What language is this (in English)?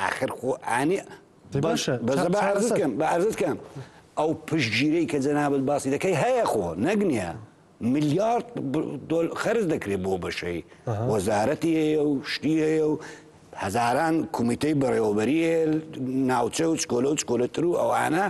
Central Kurdish